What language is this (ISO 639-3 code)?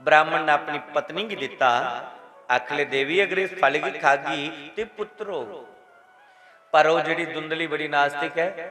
doi